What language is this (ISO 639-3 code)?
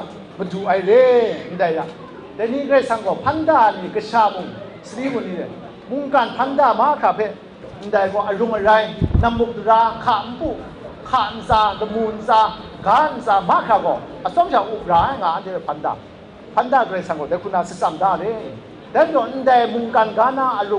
kac